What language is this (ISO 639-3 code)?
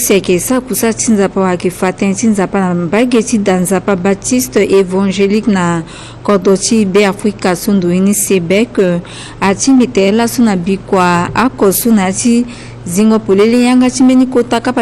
sag